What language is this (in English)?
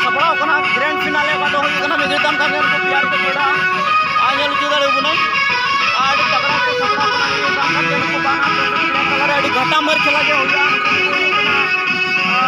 Santali